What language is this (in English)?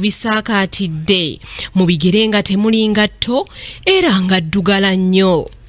Ganda